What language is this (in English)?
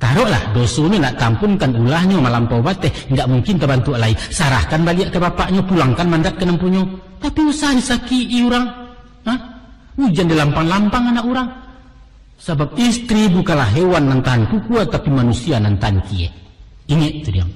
Minangkabau